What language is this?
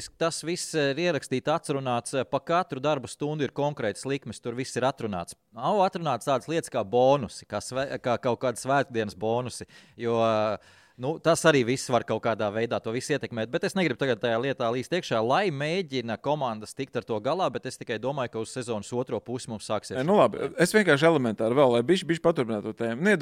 Latvian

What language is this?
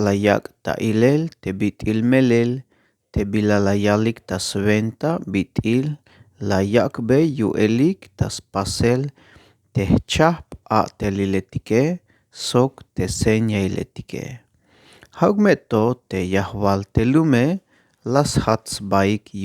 Tzeltal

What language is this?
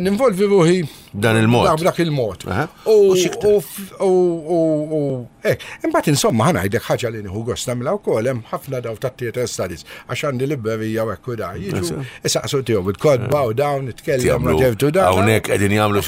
Maltese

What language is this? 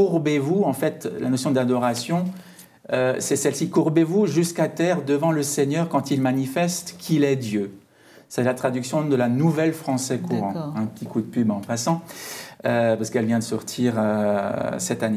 French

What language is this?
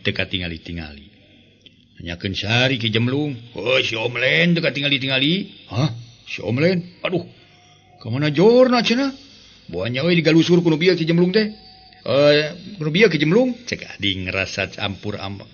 Sundanese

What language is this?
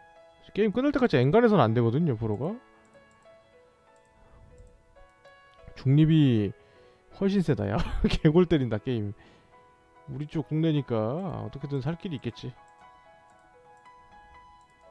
Korean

